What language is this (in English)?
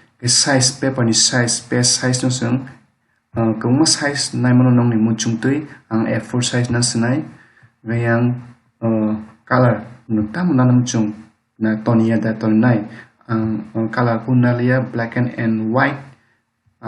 Kok Borok